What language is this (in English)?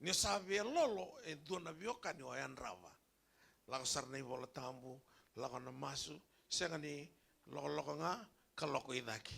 Fijian